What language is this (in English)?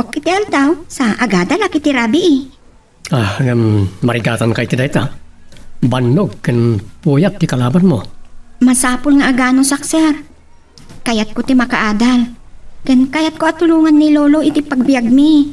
Iloko